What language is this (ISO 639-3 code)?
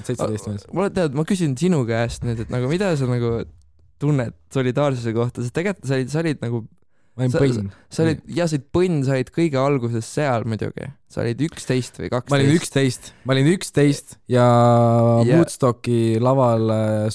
est